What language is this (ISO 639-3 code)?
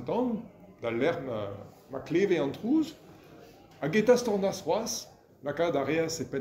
bre